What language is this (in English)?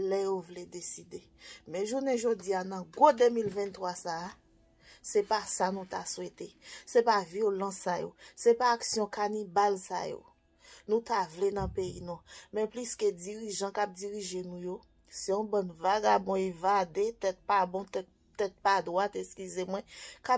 Haitian Creole